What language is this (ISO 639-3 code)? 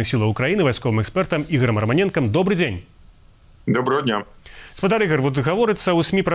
bel